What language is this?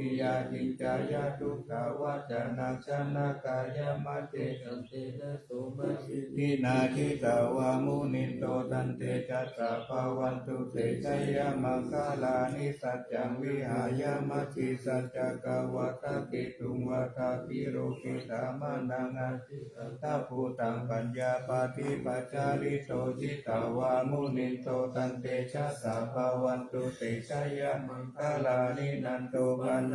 Pali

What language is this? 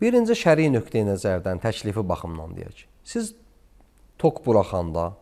Azerbaijani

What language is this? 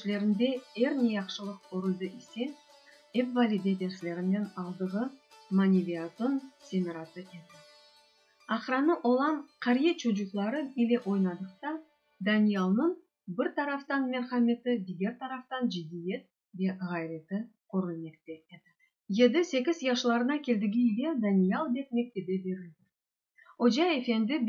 Crimean Tatar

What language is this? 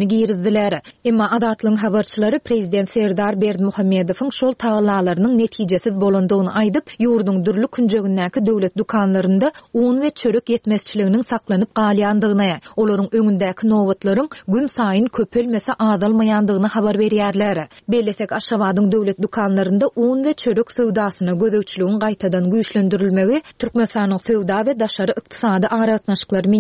Turkmen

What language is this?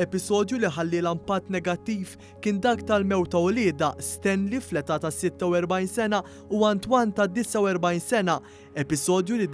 Maltese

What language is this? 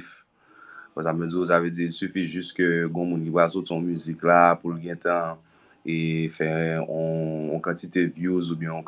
Haitian Creole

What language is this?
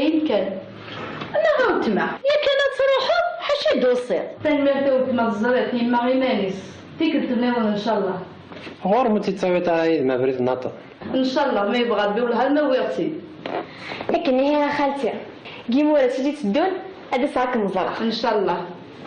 Kabyle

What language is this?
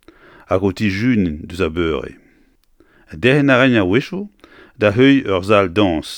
Breton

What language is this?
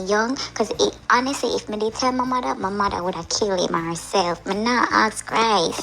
Jamaican Creole English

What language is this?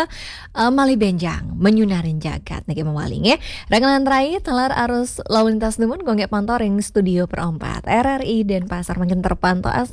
Balinese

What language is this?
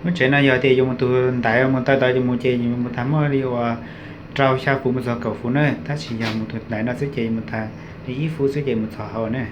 Hmong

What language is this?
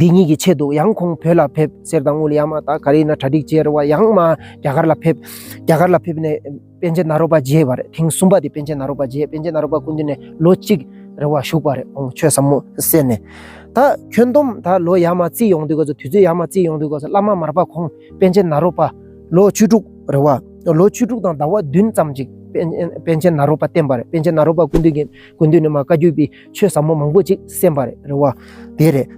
Tibetan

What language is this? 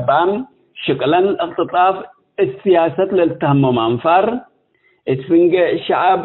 Tigre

